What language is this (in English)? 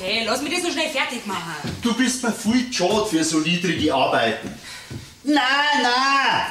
Bavarian